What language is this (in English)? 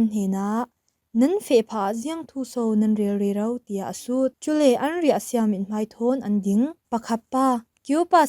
Falam Chin